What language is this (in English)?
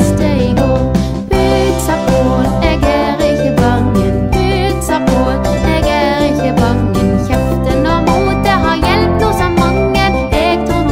Norwegian